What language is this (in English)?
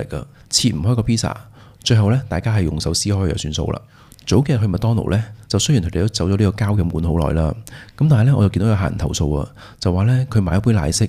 Cantonese